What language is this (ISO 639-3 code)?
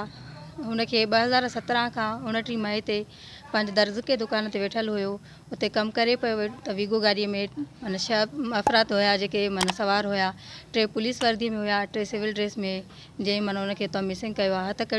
snd